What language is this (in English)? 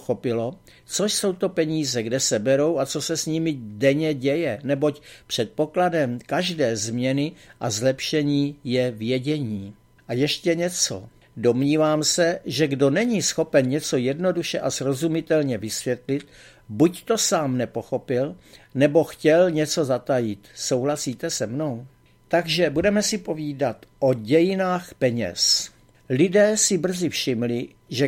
Czech